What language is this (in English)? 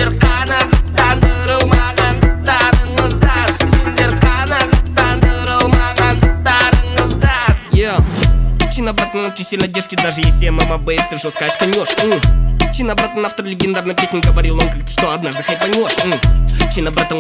Kazakh